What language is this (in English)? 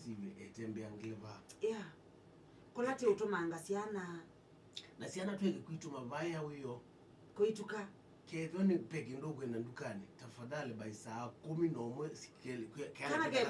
Kamba